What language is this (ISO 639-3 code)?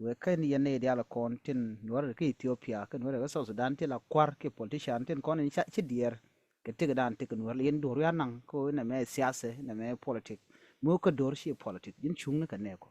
nus